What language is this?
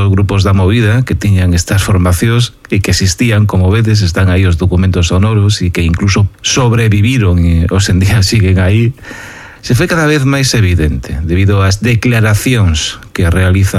Galician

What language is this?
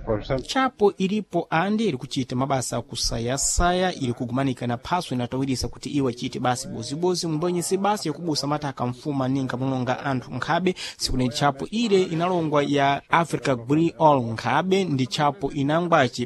Sena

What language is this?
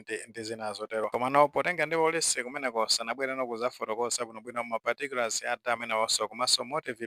Nyanja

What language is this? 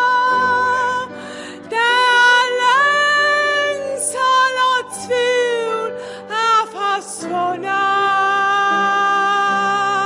Danish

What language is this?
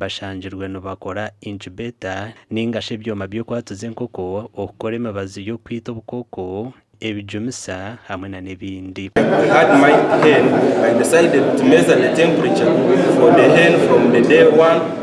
Nyankole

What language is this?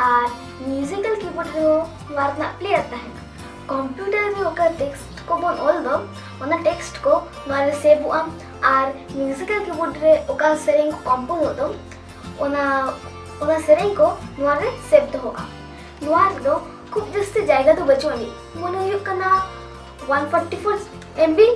Santali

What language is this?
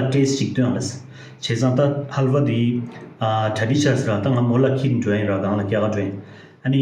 Tibetan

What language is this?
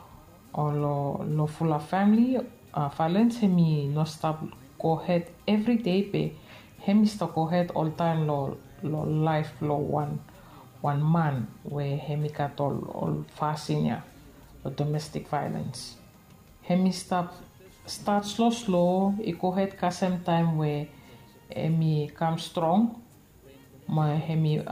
Bislama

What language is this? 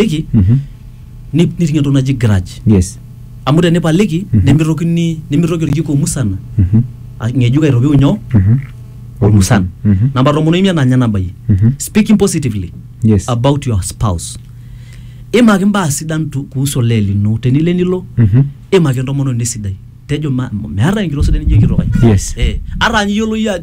Masai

